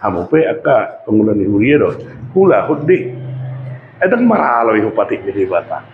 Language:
Batak Toba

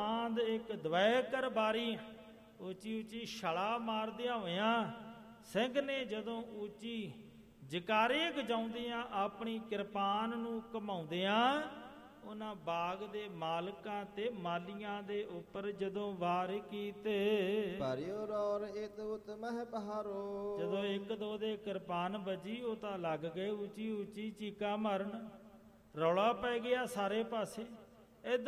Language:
Punjabi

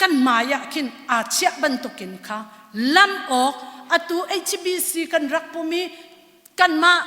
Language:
Hakha Chin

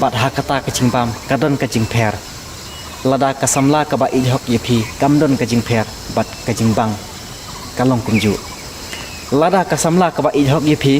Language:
Khasi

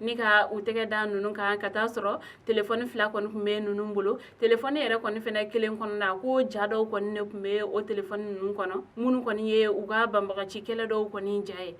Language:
Bambara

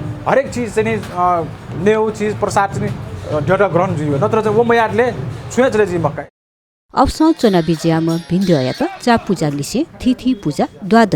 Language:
Newari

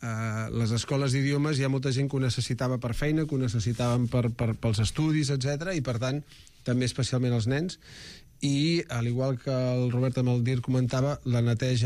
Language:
Catalan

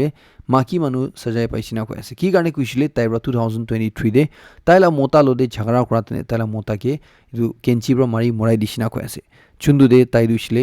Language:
Naga Pidgin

